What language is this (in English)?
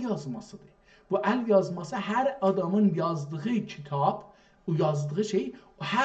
South Azerbaijani